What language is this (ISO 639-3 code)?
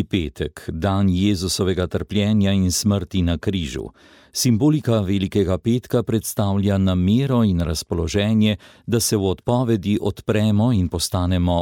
slv